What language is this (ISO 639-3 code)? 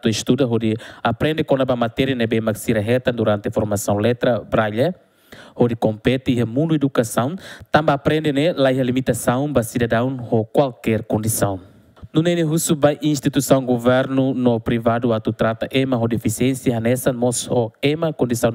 tet